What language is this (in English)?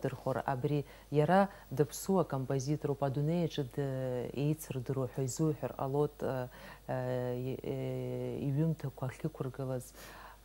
Abkhazian